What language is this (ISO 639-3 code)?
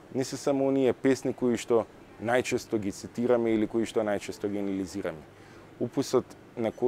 mkd